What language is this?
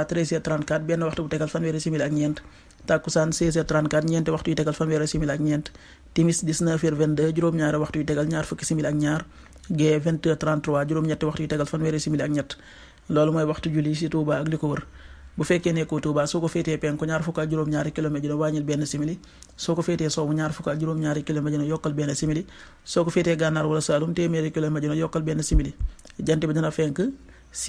Wolof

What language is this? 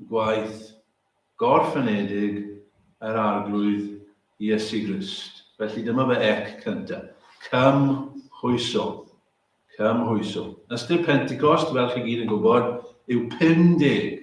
Welsh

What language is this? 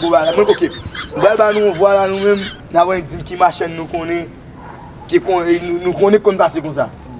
Haitian Creole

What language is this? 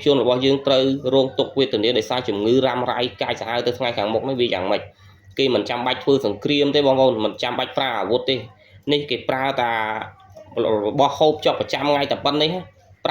Khmer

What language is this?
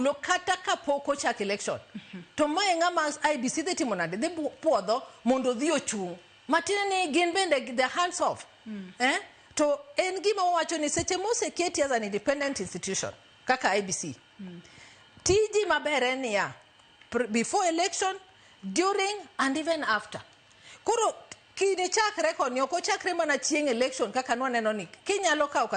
Luo (Kenya and Tanzania)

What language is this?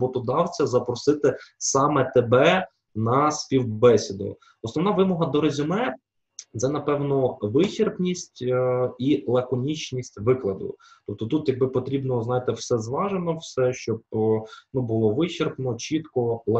Ukrainian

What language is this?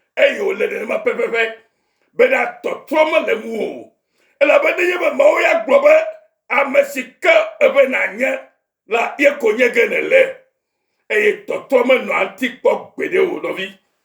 Ewe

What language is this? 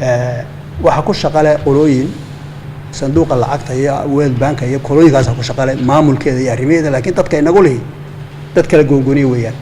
Somali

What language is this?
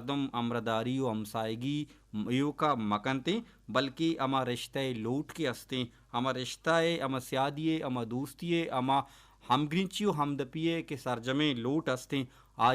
Baluchi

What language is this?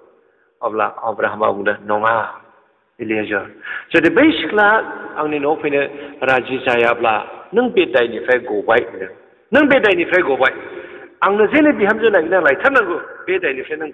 Bodo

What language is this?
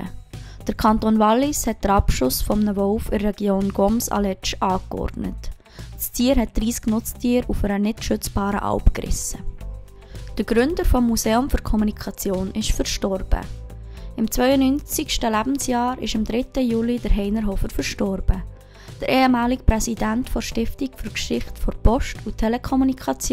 Swiss German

